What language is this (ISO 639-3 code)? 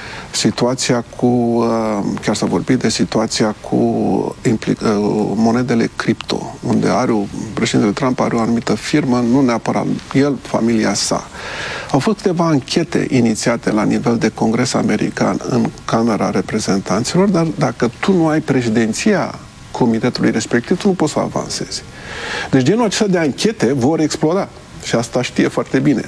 ron